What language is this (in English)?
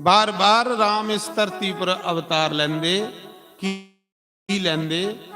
Dogri